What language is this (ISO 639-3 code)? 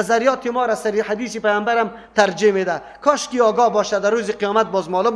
fas